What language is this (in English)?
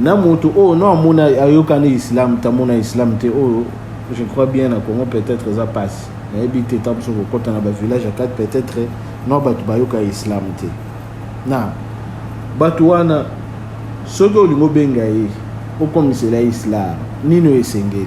Lingala